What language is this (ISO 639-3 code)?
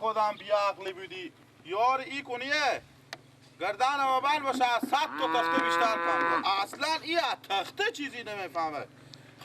fas